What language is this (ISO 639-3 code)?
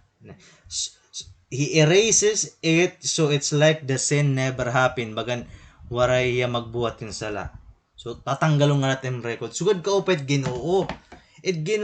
war